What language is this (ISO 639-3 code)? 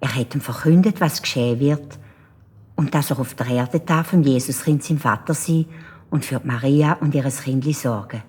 gsw